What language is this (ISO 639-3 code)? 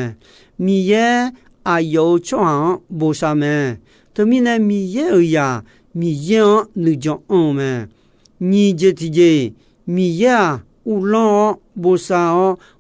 ahk